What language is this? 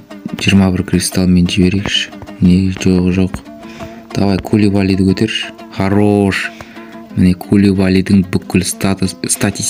Kazakh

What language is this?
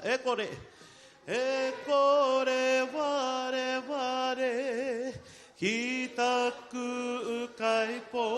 Māori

